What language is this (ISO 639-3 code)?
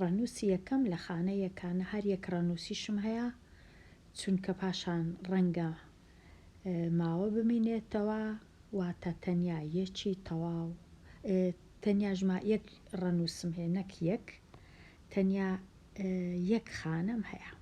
ckb